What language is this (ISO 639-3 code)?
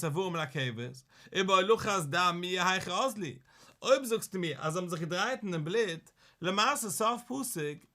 yid